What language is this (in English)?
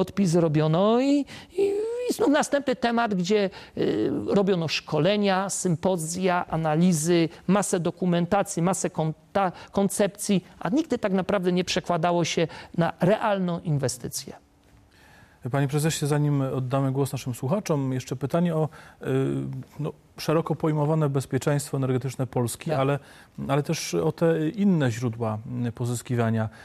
Polish